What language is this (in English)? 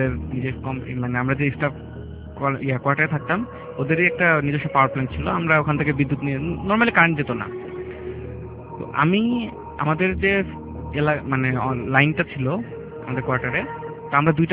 Bangla